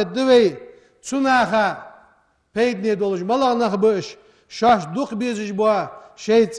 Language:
Ingush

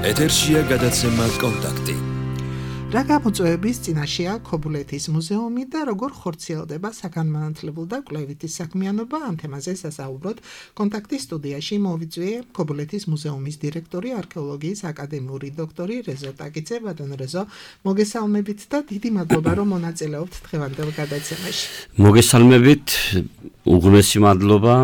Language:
Georgian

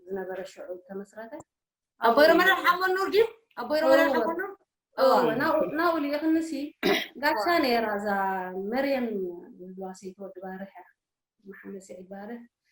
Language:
Tigrinya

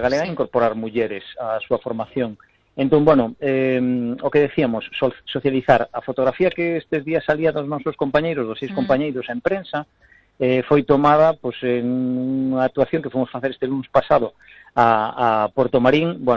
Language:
Galician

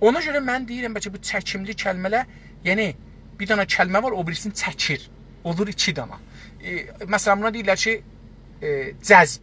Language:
South Azerbaijani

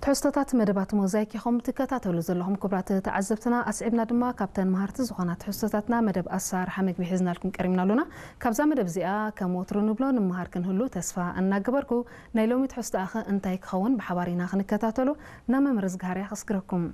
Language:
Tigrinya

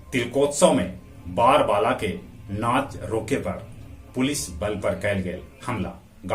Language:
Magahi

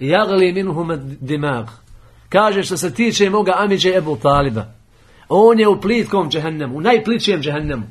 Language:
Bosnian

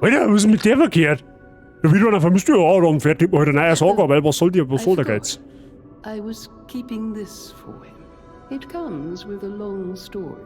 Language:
Bavarian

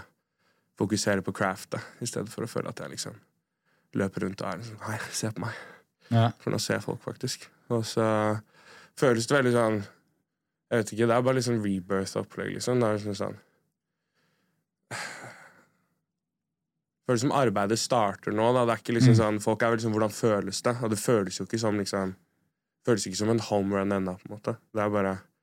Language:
Norwegian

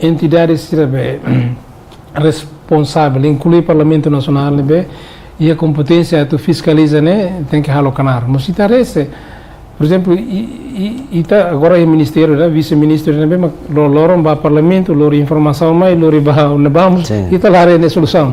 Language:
Tetum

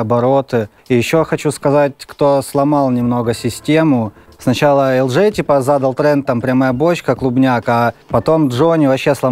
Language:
Russian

